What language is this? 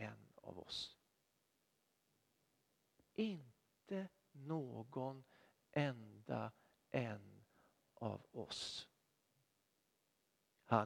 Swedish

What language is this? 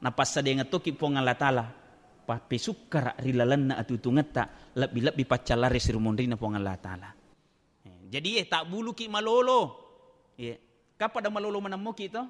Buginese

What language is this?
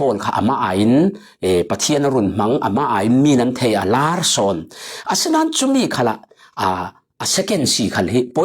Falam Chin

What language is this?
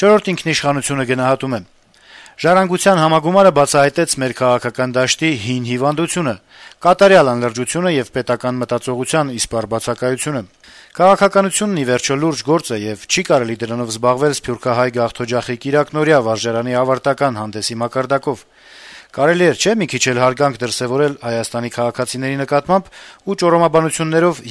Armenian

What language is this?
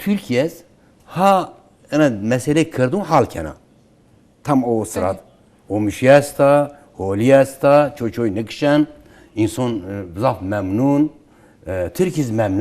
Zaza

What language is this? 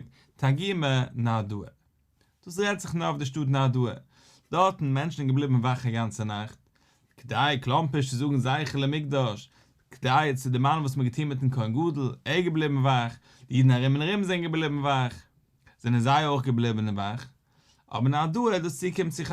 Yiddish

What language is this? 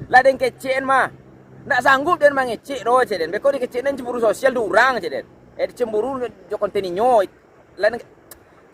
Minangkabau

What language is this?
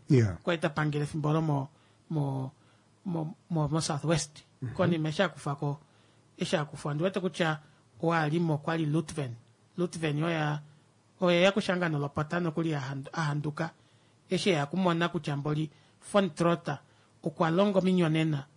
Kuanyama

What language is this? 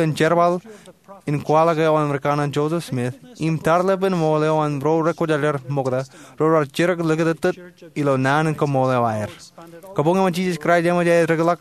Marshallese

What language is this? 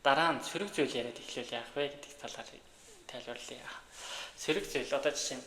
Mongolian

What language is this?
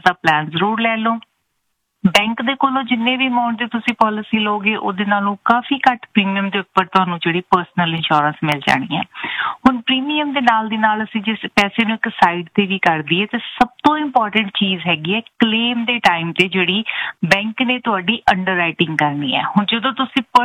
Punjabi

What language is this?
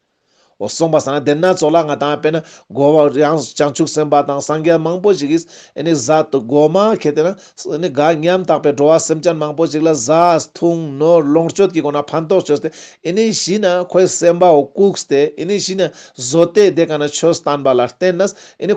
Ladakhi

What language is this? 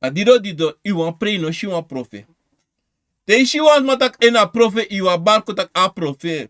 Sranan Tongo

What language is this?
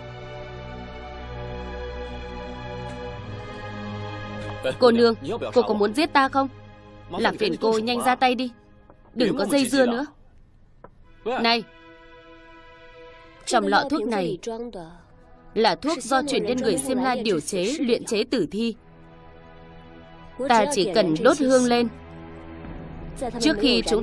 Vietnamese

